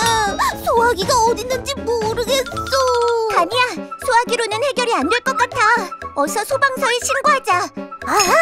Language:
Korean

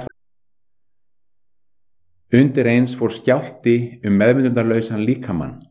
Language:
Icelandic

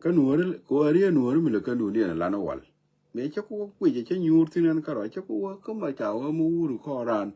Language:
Nuer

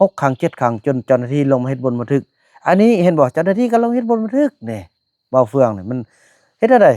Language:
Northeastern Thai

